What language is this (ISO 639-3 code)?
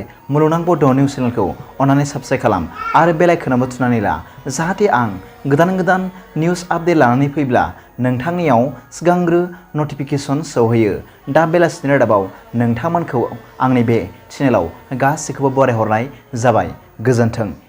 brx